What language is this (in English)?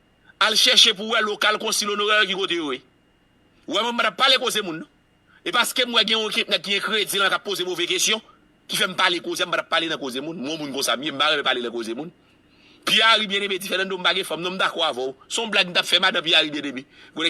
Haitian Creole